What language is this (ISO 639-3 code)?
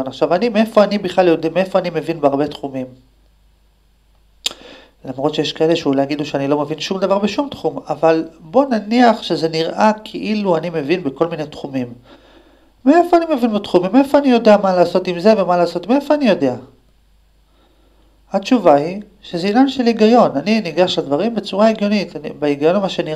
heb